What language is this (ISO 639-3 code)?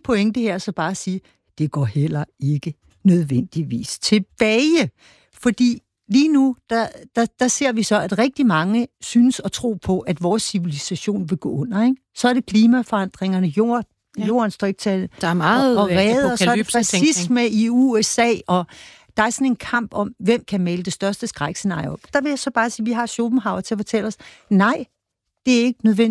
dan